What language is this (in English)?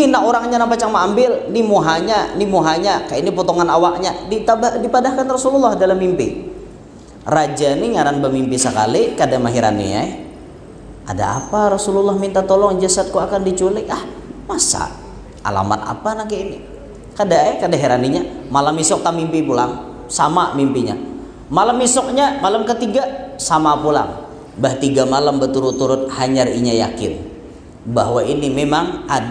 Banjar